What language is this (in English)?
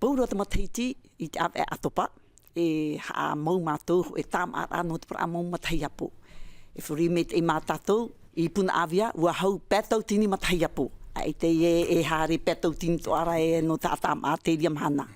Tahitian